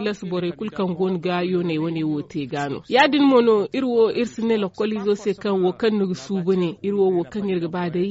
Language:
Zarma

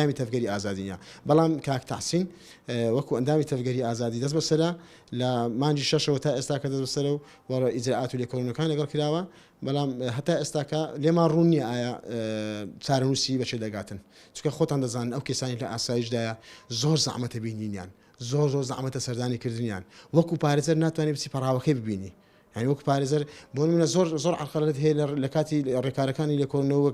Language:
Central Kurdish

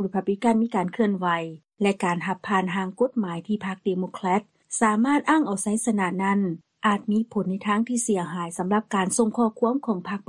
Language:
Lao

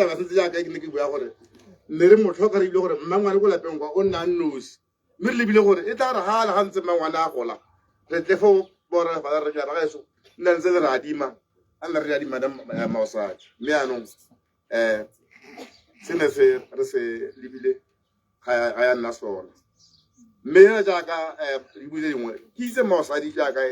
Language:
Tswana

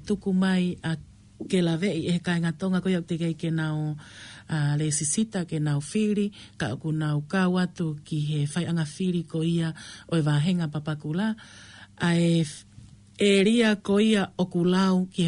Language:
Tongan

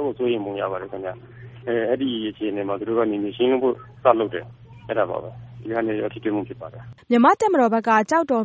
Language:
Burmese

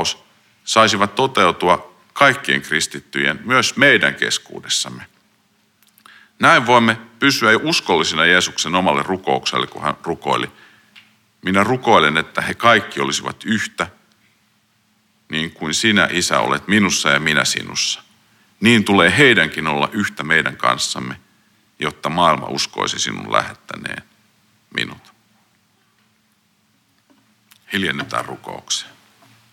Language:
Finnish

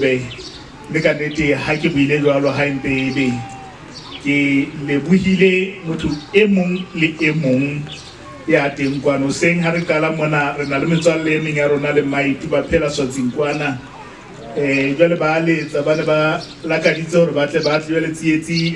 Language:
Southern Sotho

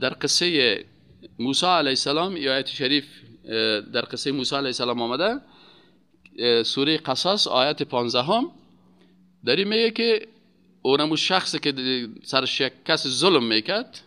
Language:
Persian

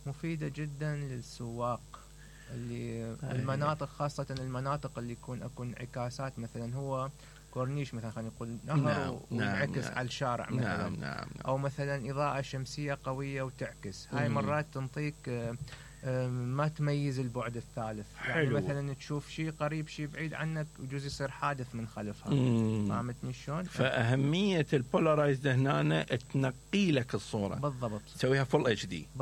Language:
Mesopotamian Arabic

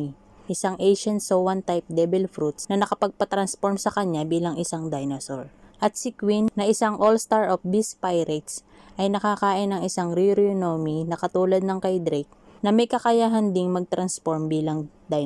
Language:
Filipino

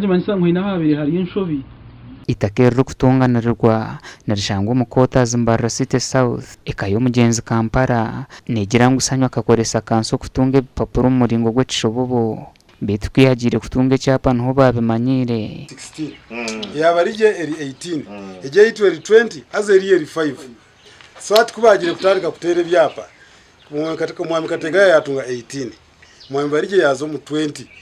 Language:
Nyankole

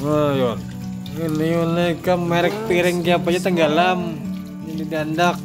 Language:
Banjar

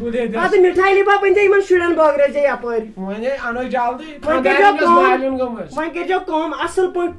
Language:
Kashmiri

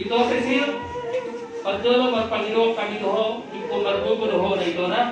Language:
Batak Toba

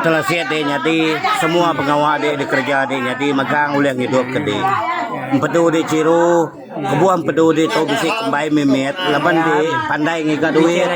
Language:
Iban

